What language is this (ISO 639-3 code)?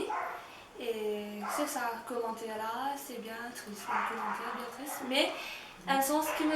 mfe